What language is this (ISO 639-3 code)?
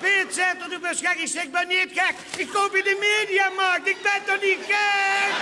lim